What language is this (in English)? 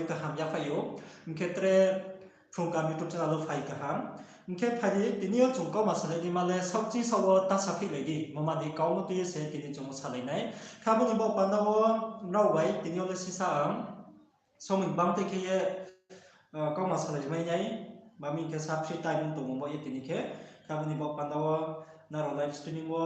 Riang (India)